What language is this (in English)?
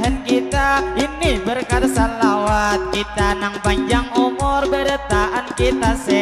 Banjar